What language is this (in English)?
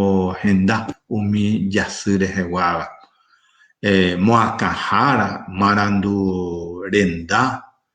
Guarani